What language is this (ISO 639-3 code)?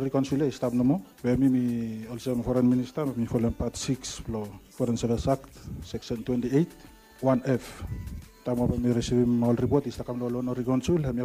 bis